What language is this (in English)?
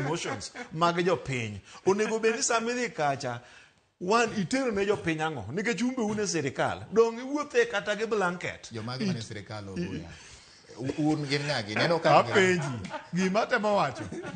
Luo (Kenya and Tanzania)